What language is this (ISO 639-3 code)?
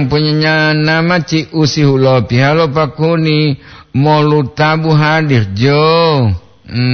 gor